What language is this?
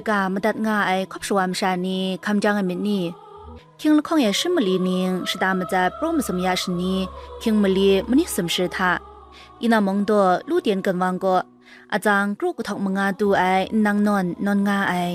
Kachin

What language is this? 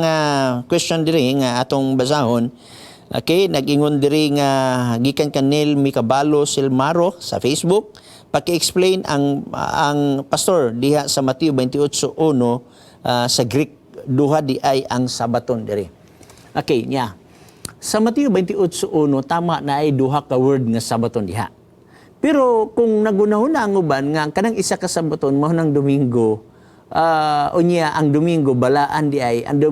Cebuano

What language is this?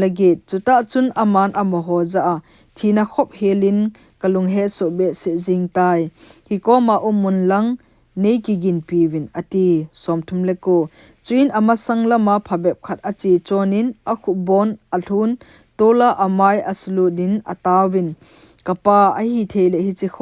Thado Chin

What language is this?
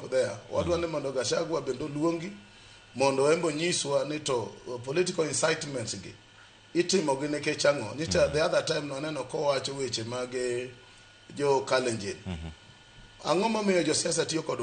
Luo (Kenya and Tanzania)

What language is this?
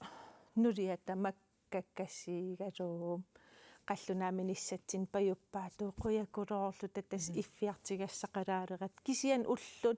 Kalaallisut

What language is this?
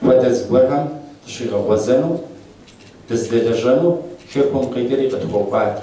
Kabardian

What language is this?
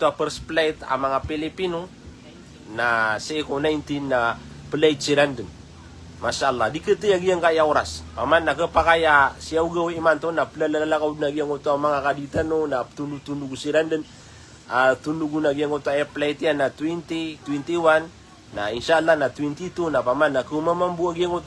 Maranao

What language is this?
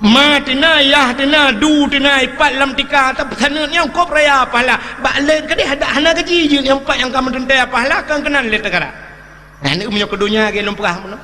Achinese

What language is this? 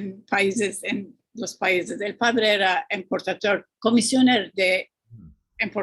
Ladino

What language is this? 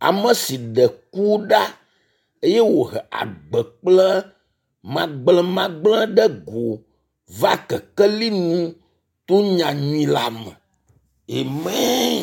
Ewe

